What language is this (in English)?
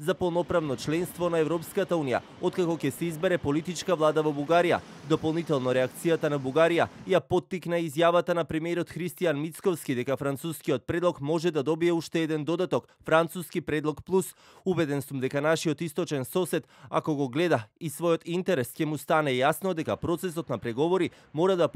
Macedonian